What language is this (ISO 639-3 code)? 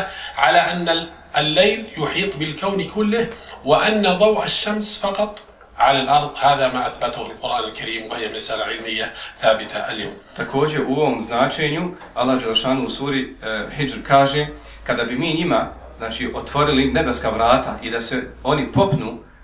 bos